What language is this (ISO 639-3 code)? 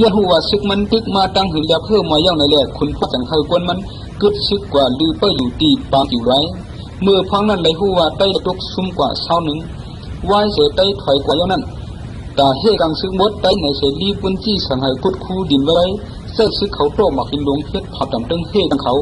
shn